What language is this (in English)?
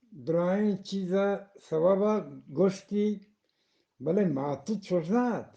Eastern Balochi